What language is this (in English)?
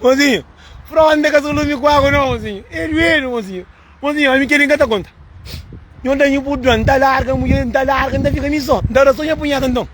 Kabuverdianu